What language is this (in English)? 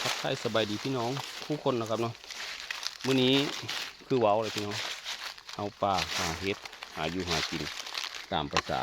Northeastern Thai